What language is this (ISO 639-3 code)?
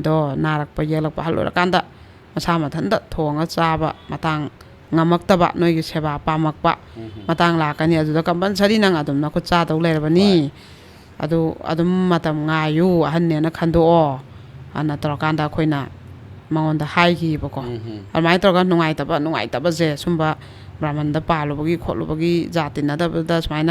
mni